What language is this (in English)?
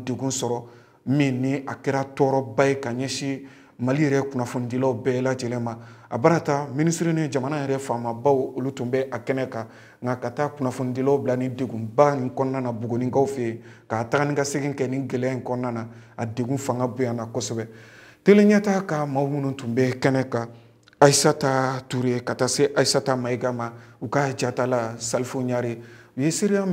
Bambara